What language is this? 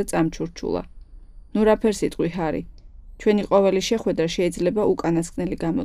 Georgian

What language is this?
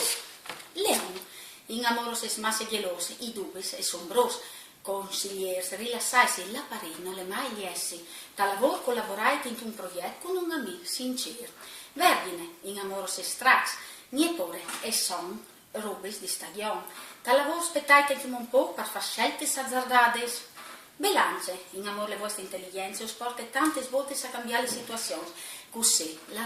Friulian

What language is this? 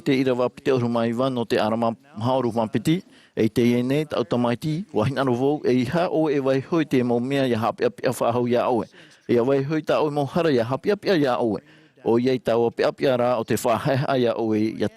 Tahitian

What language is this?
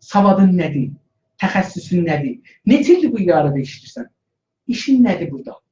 South Azerbaijani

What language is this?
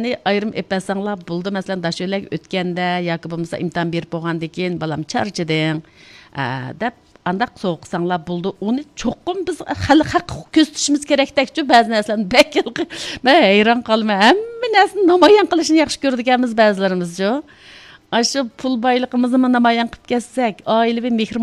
Uyghur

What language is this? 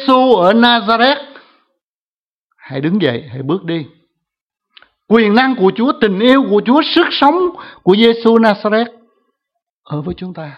Vietnamese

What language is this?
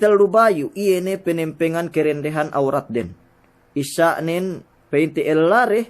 Yakan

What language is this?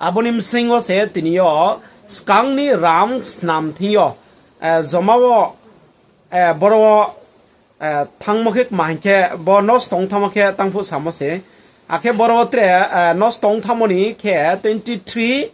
Riang (India)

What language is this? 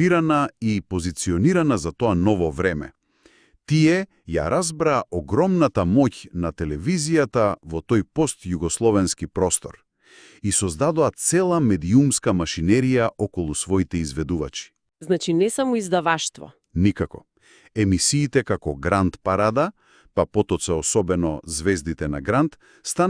Macedonian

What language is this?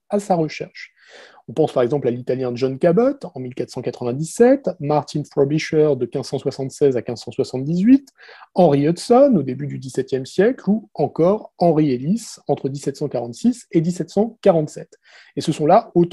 French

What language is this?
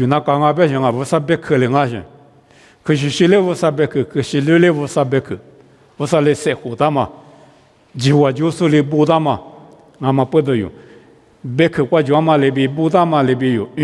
Lisu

